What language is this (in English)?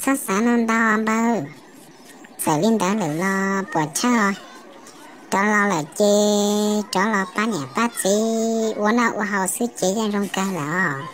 Hmong